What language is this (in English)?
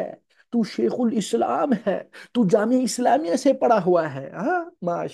Urdu